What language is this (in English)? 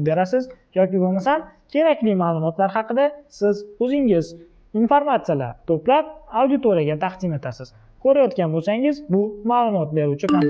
Uzbek